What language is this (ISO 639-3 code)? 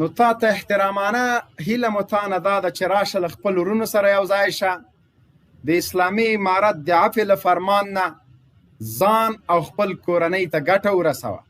pus